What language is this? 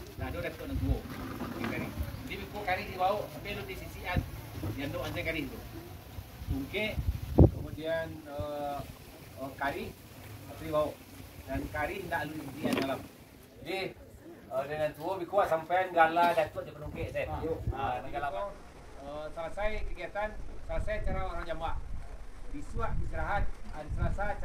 Minangkabau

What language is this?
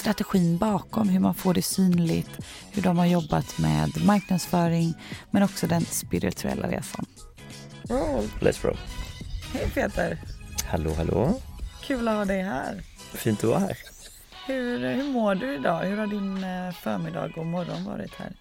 Swedish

